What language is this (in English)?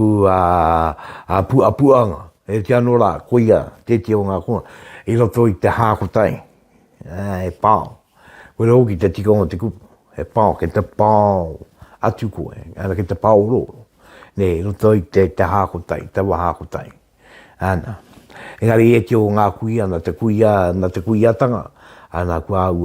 Māori